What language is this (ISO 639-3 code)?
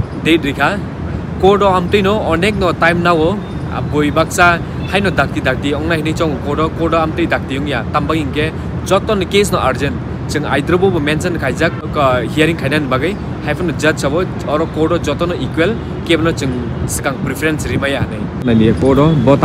trp